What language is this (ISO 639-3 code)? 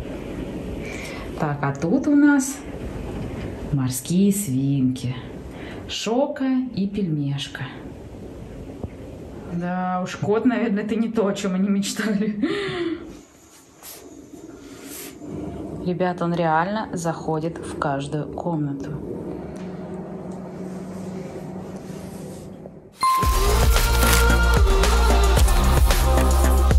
rus